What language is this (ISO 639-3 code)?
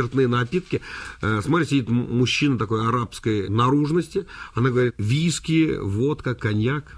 rus